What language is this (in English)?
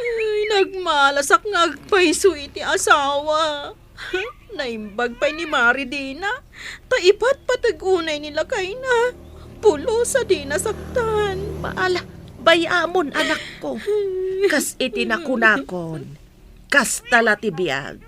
Iloko